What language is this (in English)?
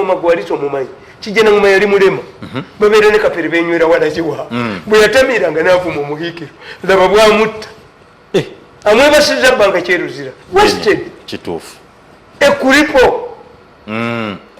Ganda